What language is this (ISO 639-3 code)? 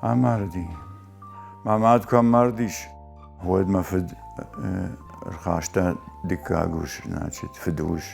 oss